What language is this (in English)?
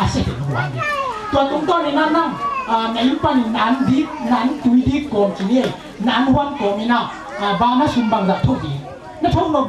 Tedim Chin